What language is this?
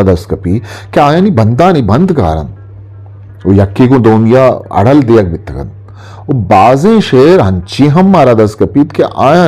Eastern Balochi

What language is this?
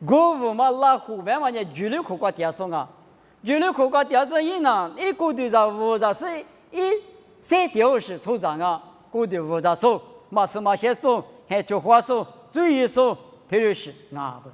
Lisu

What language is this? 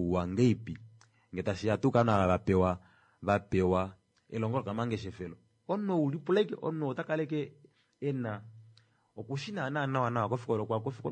Kuanyama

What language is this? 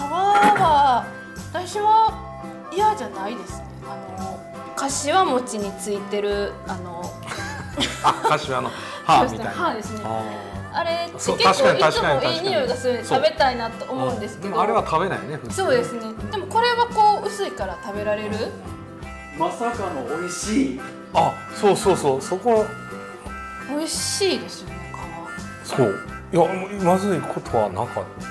Japanese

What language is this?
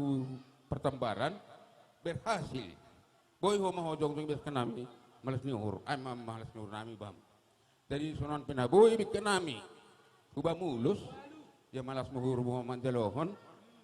Batak Simalungun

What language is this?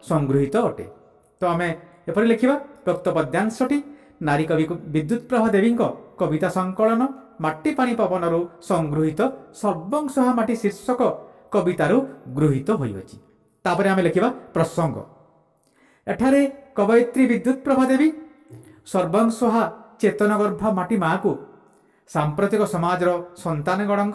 Odia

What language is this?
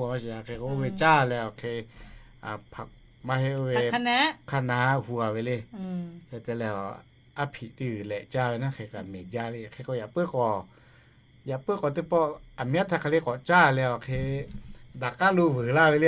Lahu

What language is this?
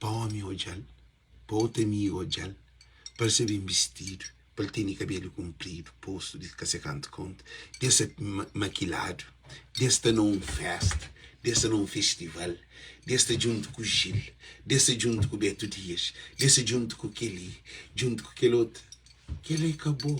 Kabuverdianu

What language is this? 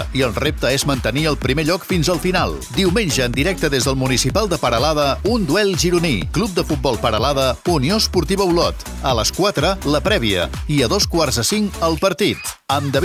Catalan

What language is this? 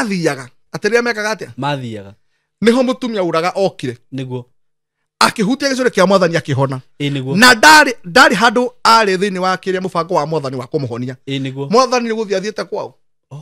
Kikuyu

